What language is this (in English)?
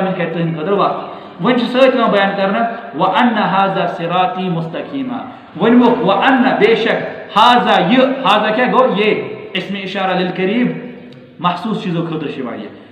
Kashmiri